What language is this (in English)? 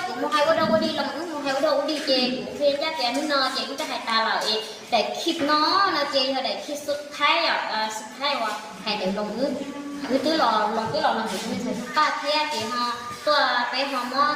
Hmong